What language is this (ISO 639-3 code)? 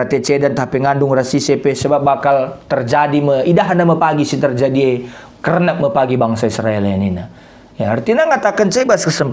btx